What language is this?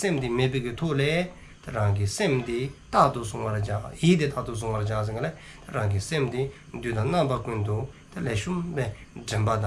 Dzongkha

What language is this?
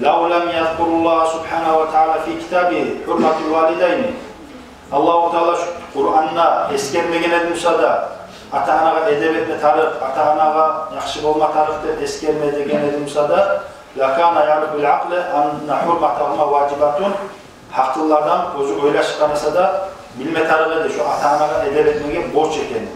Kumyk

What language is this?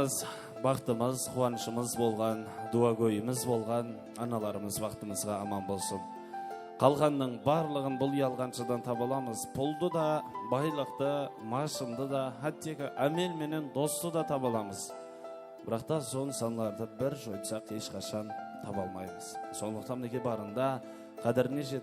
Kara-Kalpak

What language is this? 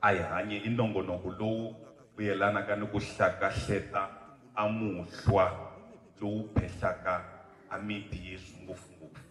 Tsonga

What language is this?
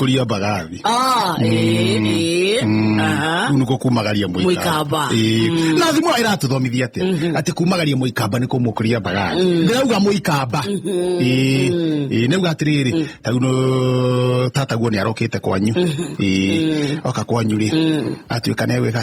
Kikuyu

